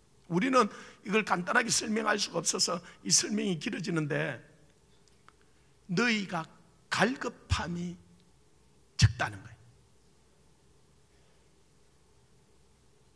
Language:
Korean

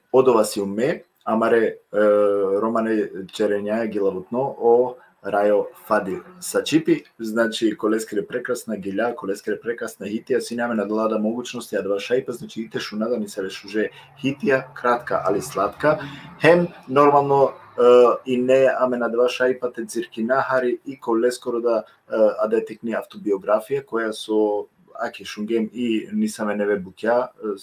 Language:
Balkan Romani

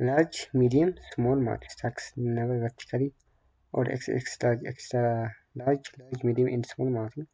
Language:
Tigrinya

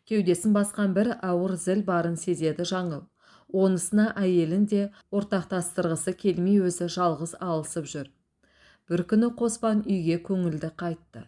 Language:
Kazakh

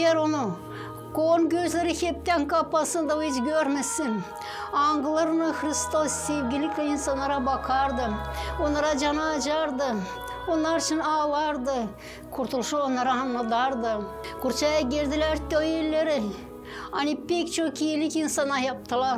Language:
Gagauz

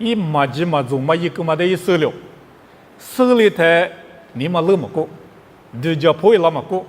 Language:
Lisu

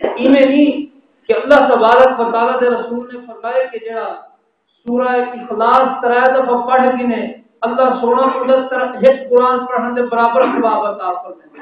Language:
Saraiki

